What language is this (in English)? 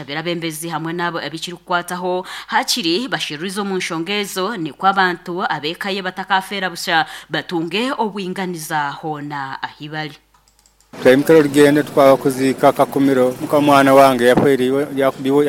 Nyankole